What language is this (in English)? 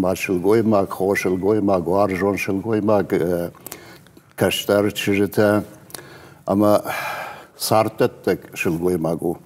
Ossetic